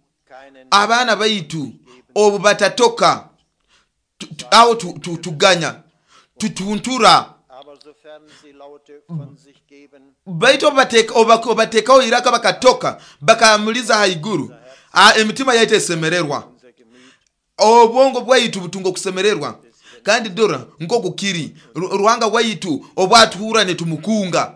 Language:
Nyoro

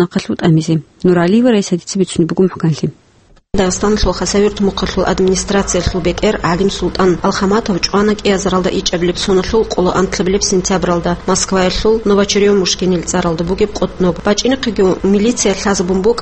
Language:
Avaric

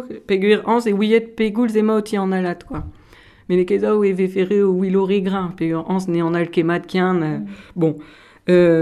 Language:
Breton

